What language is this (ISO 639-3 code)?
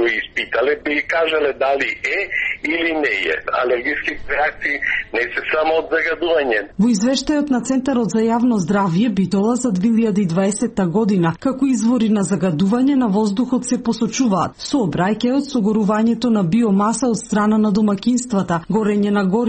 mkd